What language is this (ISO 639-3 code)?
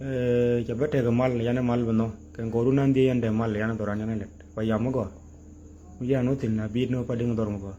nus